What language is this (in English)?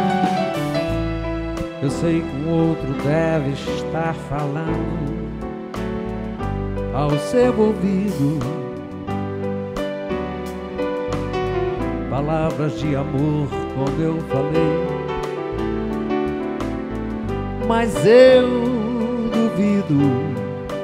Portuguese